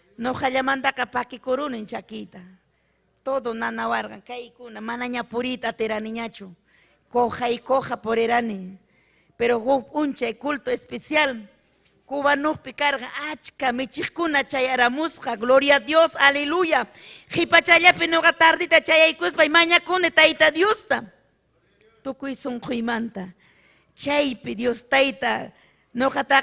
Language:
Ayacucho Quechua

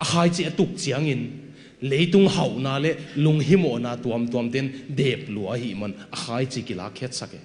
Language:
Tedim Chin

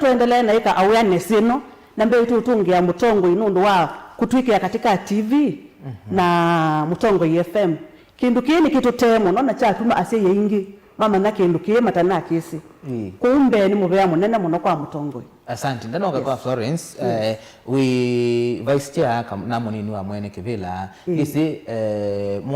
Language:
Kamba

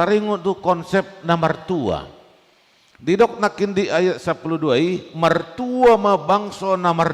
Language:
Batak Toba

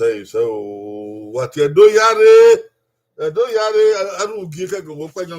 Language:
Bini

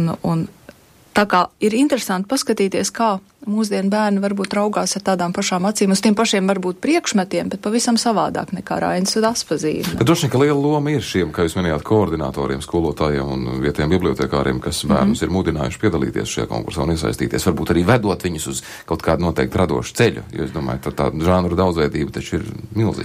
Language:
Latvian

